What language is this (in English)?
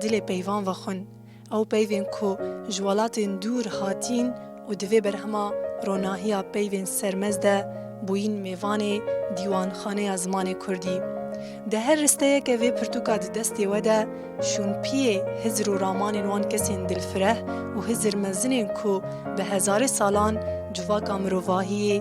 Kurdish